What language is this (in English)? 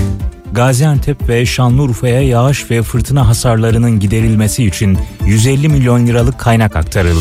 Turkish